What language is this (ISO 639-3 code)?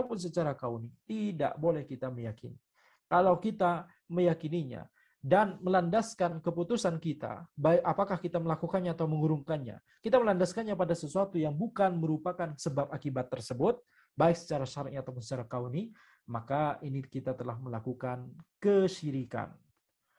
ind